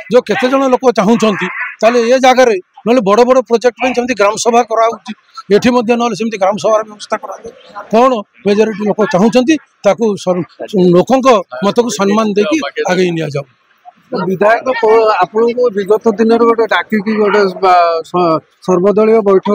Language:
Odia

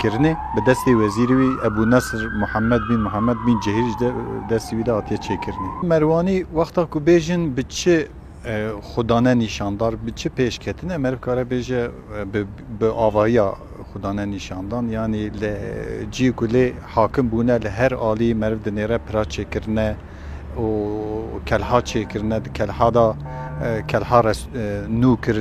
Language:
Kurdish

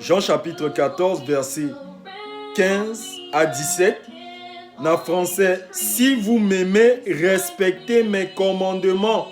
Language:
Sango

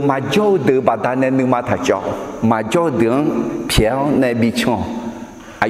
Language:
Akha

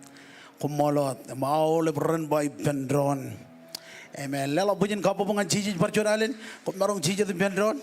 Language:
Marshallese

